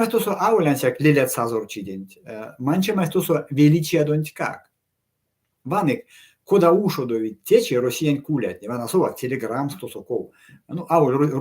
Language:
Erzya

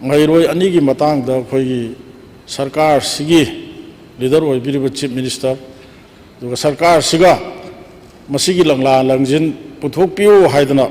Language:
Manipuri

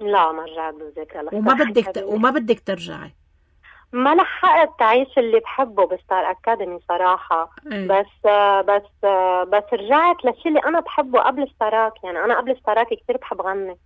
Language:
North Levantine Arabic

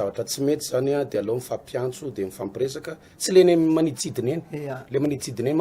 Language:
Malagasy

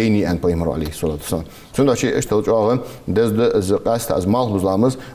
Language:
Ingush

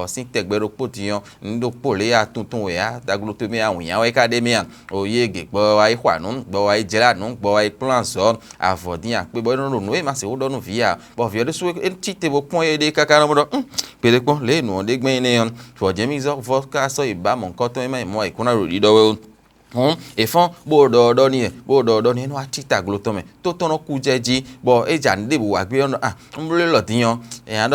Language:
Fon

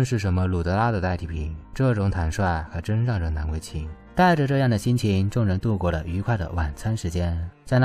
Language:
Chinese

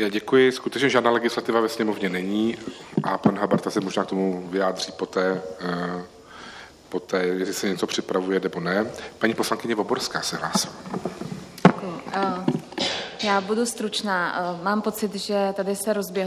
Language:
Czech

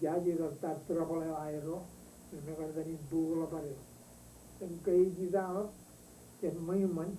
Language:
Marshallese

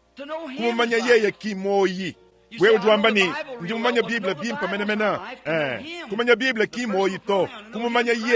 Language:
Luba-Lulua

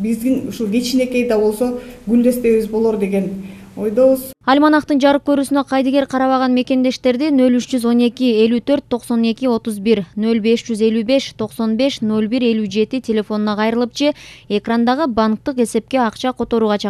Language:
Kyrgyz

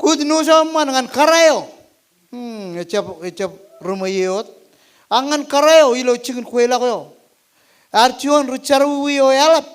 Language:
Marshallese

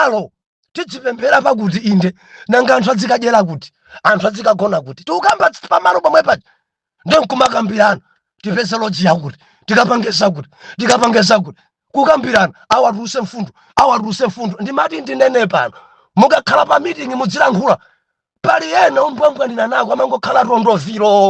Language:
Nyanja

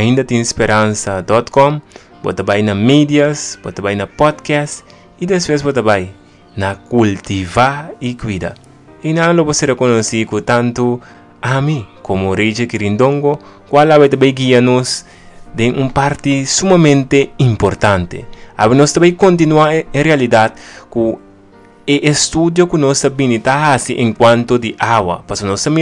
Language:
Papiamento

